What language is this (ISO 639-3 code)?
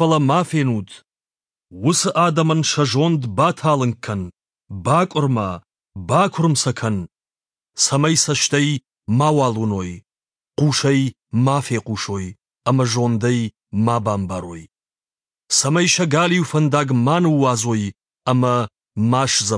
oss